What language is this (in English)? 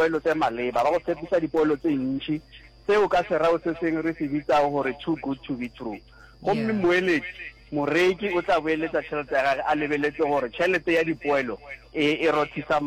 Northern Sotho